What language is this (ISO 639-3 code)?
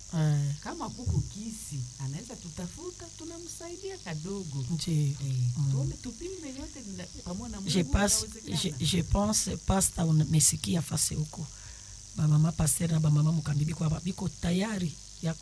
swa